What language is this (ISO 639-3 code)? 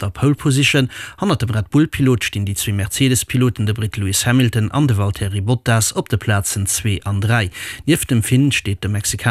ltz